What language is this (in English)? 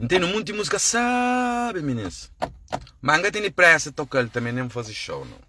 Kabuverdianu